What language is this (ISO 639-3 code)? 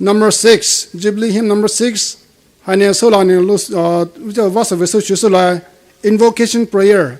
pmx